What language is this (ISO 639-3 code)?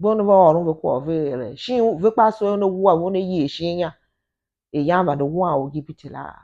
tiv